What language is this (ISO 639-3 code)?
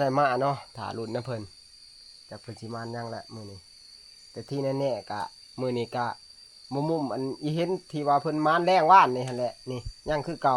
tts